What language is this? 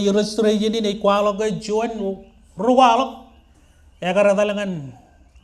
Marshallese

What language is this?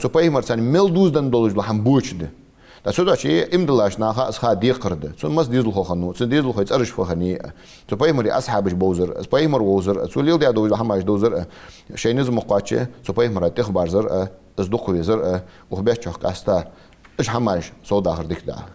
Ingush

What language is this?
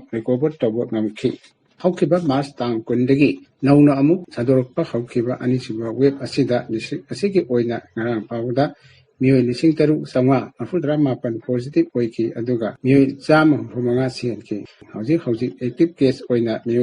Manipuri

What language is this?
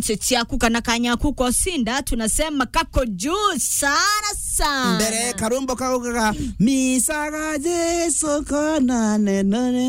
Meru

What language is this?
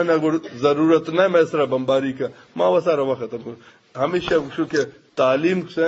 Eastern Balochi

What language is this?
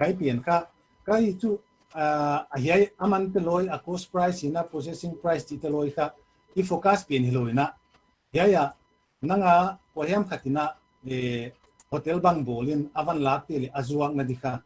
Paite Chin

